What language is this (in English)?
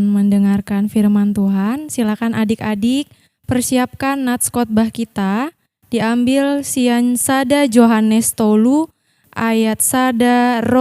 Batak Toba